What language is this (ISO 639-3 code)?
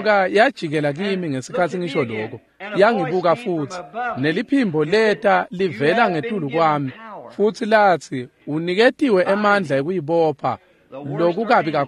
ssw